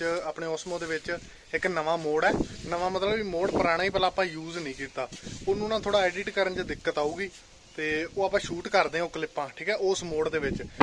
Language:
Punjabi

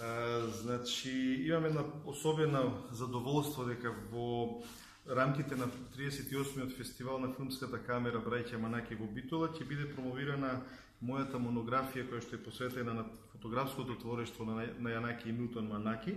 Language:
Macedonian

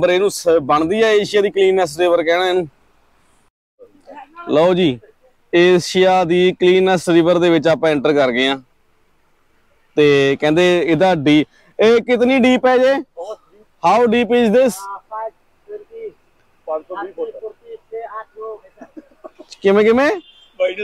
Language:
Punjabi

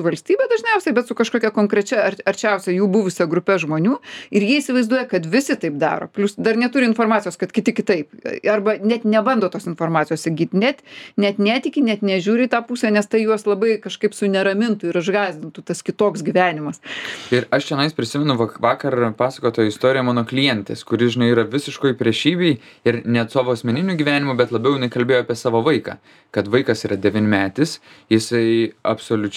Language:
Lithuanian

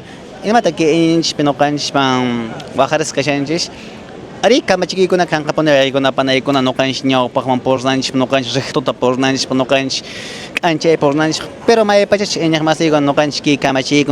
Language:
Quechua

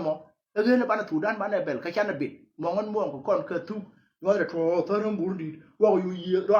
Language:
Nuer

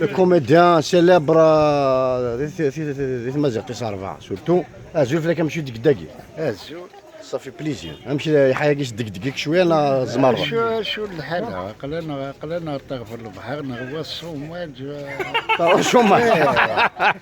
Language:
Kabyle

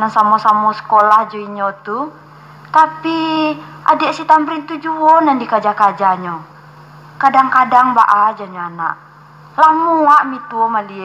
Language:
Minangkabau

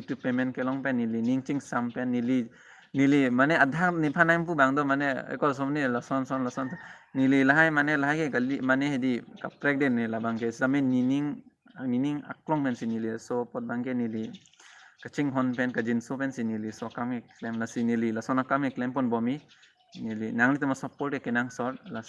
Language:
Karbi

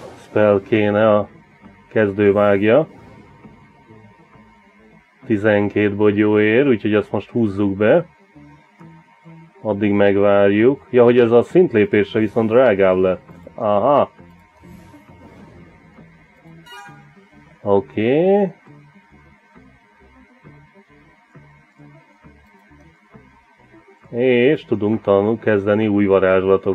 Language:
Hungarian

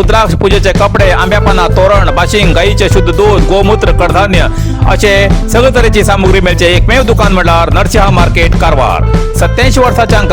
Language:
Konkani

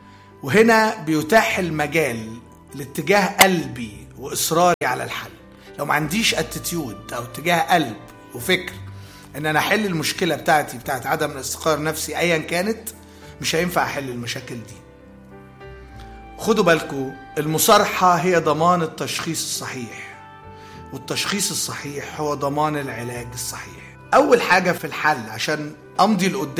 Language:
Egyptian Arabic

